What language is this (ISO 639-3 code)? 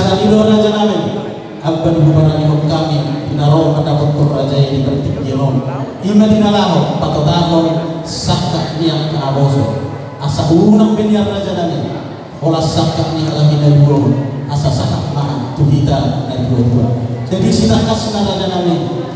bbc